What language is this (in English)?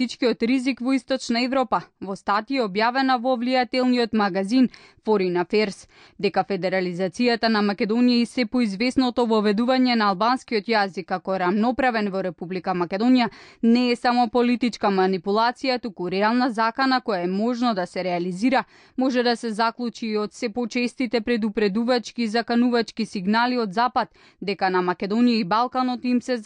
Macedonian